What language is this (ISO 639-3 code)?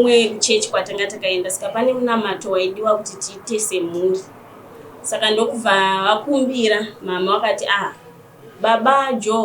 sna